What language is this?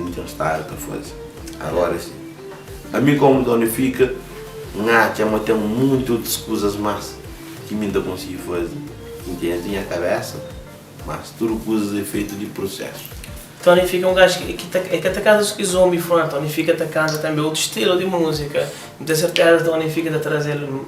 Kabuverdianu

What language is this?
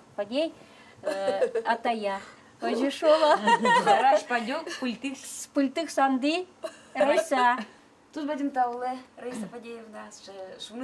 Udmurt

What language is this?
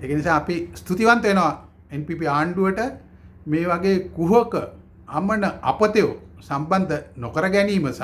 Sinhala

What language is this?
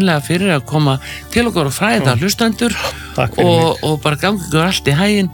Icelandic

